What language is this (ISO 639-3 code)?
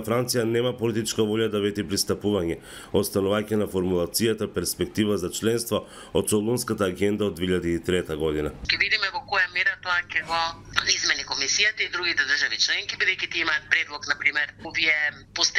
mkd